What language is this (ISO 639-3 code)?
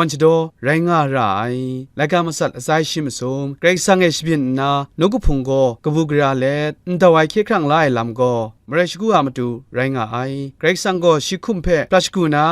kac